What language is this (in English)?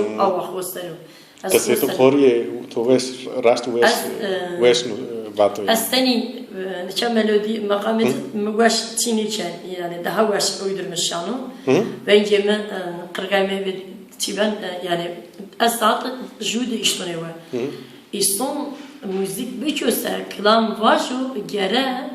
Zaza